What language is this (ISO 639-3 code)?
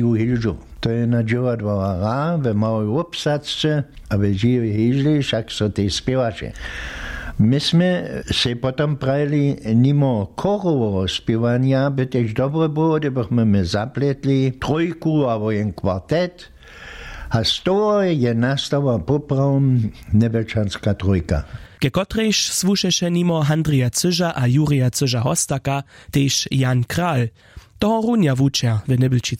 hsb